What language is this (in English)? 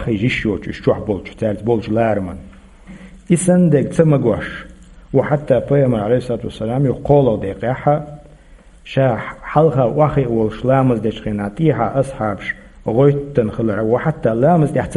Chechen